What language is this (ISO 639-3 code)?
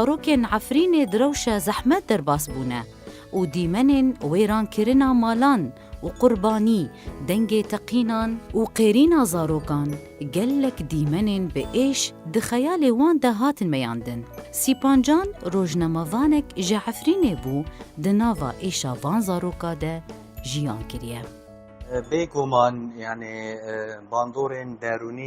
kur